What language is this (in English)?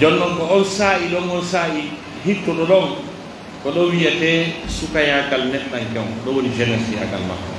Pular